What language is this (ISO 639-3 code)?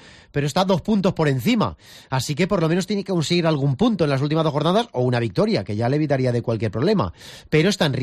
spa